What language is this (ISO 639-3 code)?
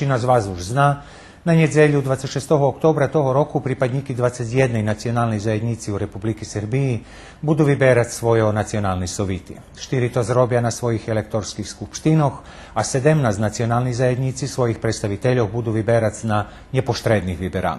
rue